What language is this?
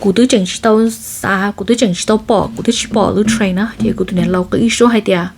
Hmong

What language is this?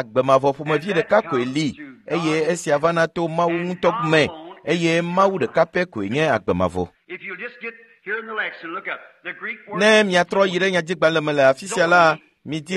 Ewe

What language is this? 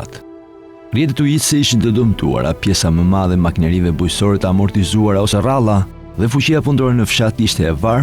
Albanian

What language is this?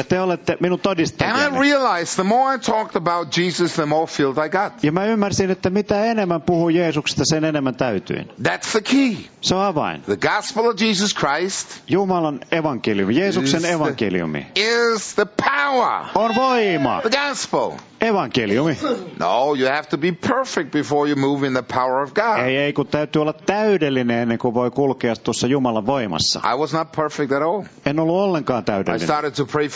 Finnish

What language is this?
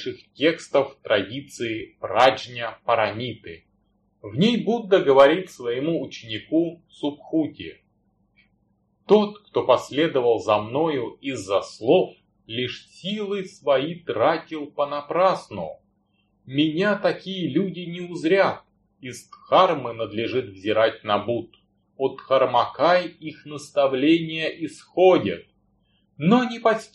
Russian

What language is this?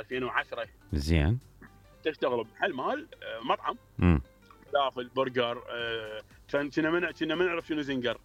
Mesopotamian Arabic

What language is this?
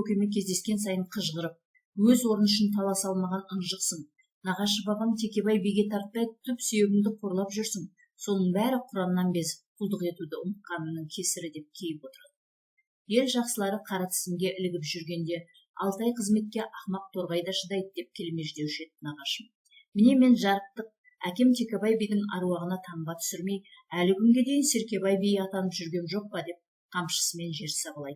Kazakh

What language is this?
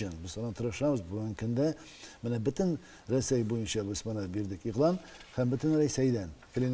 Tatar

